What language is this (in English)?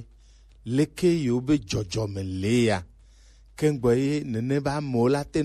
Gen